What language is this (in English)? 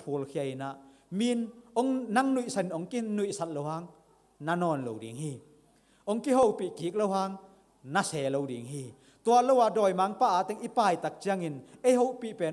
Tedim Chin